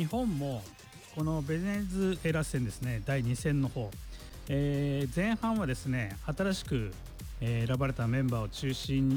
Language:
Japanese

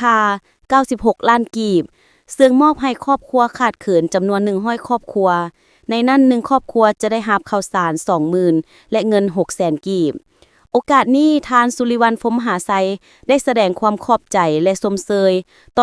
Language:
Lao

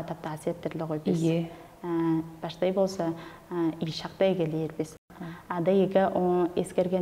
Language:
Tuvinian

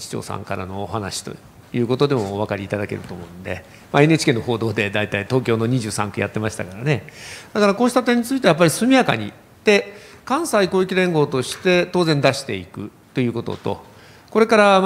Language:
Japanese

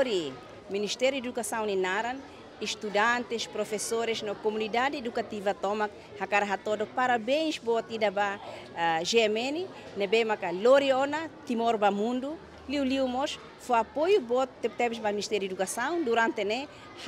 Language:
Tetum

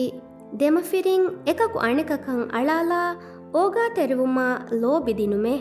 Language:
Divehi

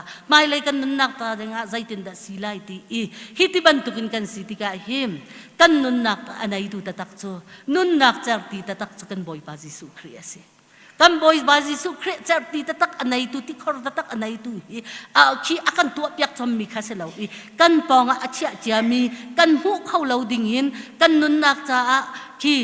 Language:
Hakha Chin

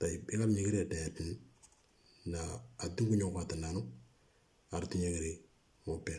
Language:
Moro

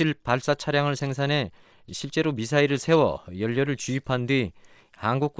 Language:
Korean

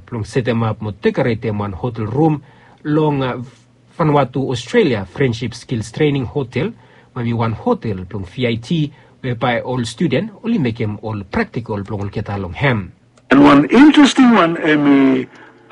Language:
Bislama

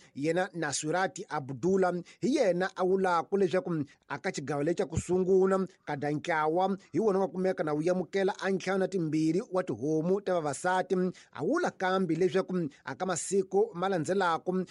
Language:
Tsonga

